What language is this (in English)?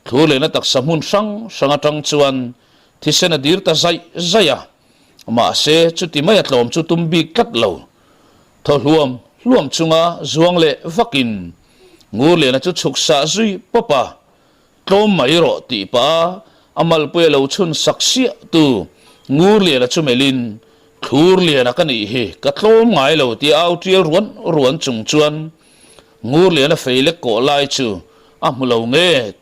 Mizo